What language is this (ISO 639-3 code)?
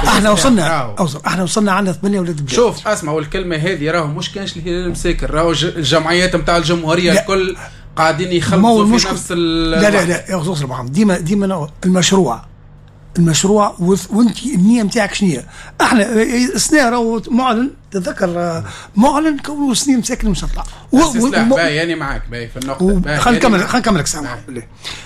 aeb